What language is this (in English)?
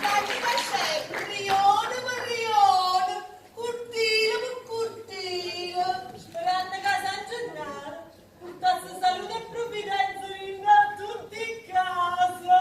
Neapolitan